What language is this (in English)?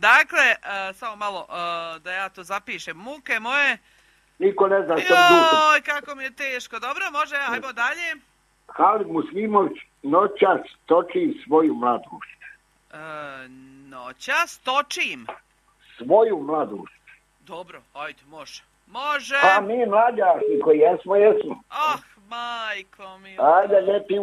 Croatian